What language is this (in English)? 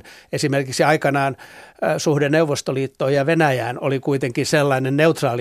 Finnish